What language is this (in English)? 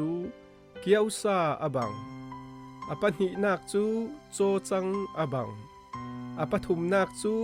Falam Chin